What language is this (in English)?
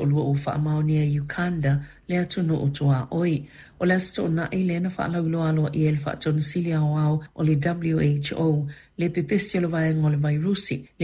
Samoan